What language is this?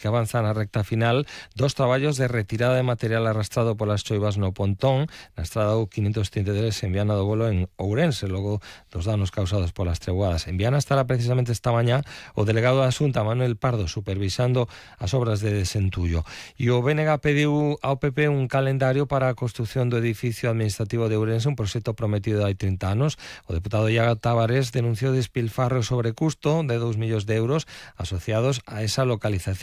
Galician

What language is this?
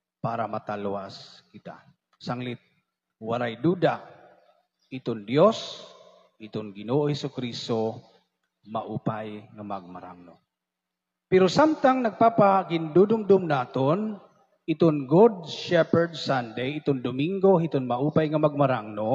Waray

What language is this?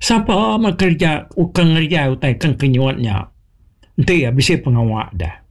Iban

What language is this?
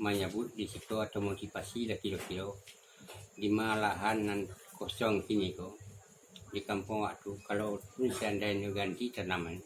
Minangkabau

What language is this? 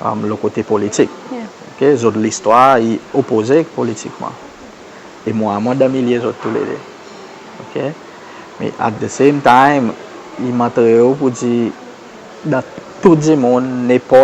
Seselwa Creole French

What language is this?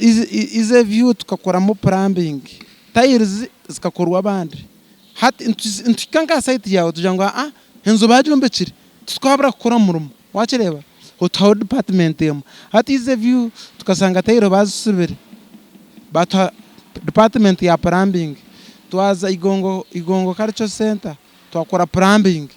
Nyankole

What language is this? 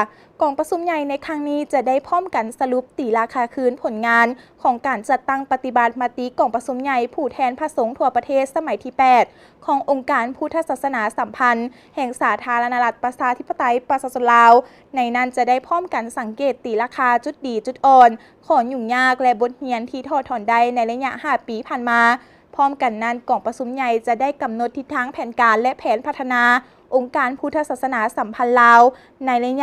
Lao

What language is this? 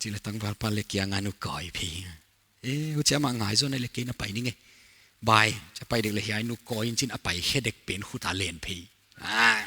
Paite Chin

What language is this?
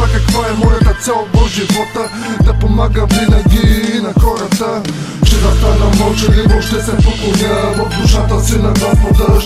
Bulgarian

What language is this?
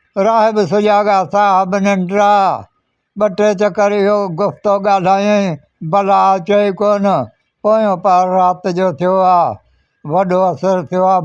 Sindhi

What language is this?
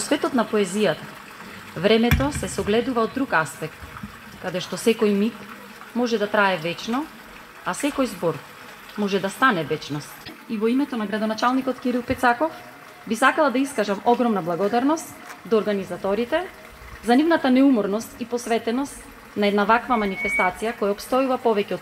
Macedonian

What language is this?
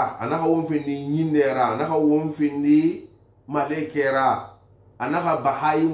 Susu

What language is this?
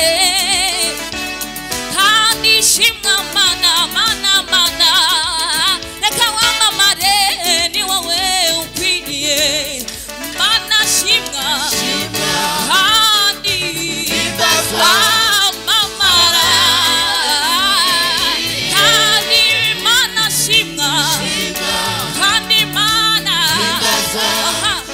Kinyarwanda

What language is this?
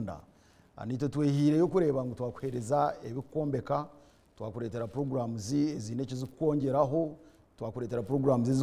Nyankole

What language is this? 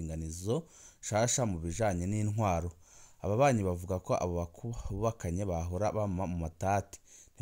Rundi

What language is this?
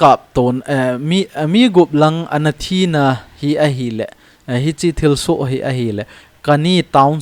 Thado Chin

